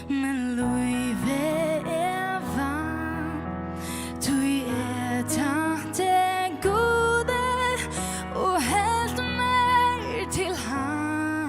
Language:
Faroese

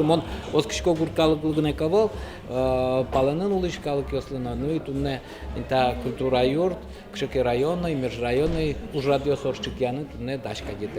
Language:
Udmurt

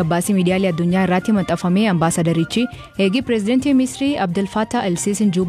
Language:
Oromo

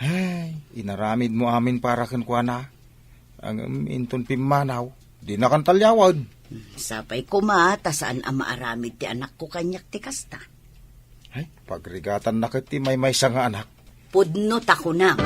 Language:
Iloko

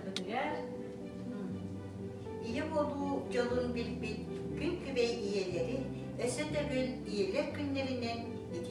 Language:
Yakut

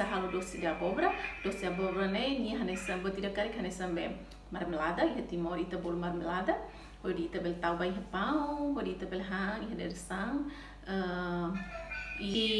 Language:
Tetum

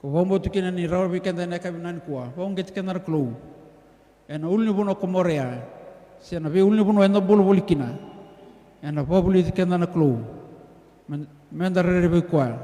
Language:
Fijian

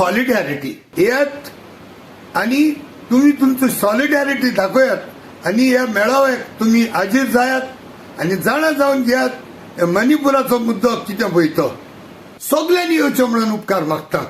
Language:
Konkani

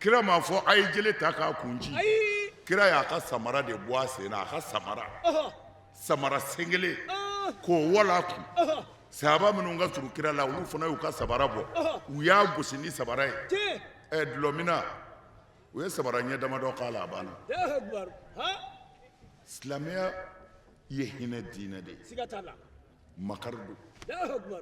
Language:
Bambara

